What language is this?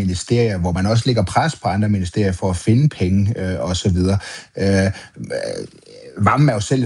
Danish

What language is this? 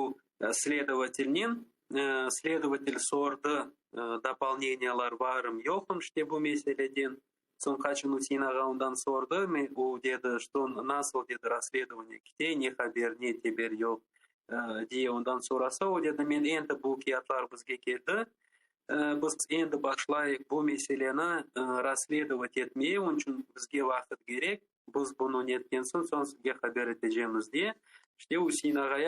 Crimean Tatar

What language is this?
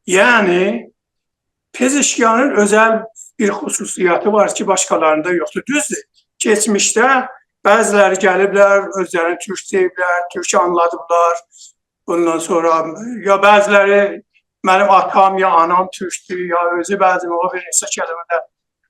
South Azerbaijani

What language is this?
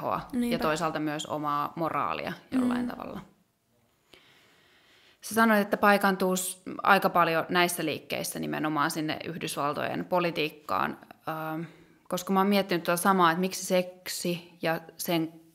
Finnish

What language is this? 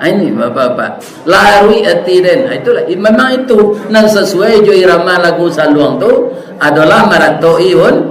Minangkabau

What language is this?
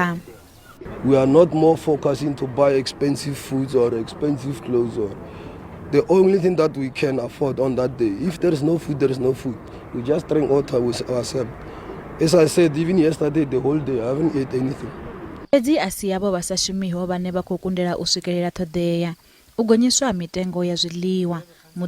Venda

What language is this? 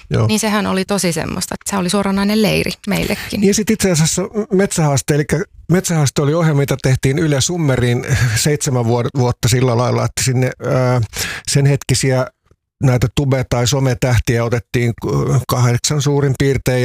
Finnish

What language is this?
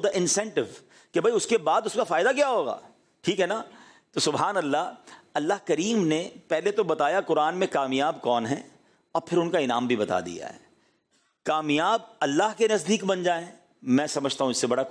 Urdu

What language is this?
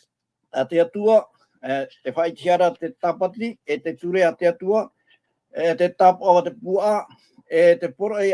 Tahitian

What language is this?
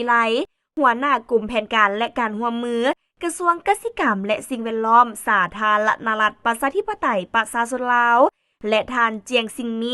Lao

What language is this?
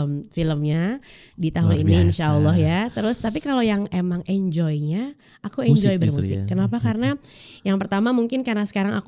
Indonesian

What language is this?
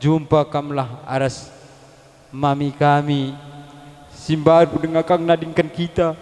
Batak Karo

